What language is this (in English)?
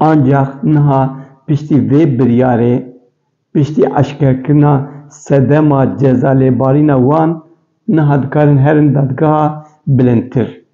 Kurdish